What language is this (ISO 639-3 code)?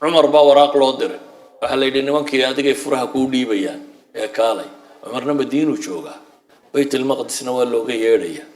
som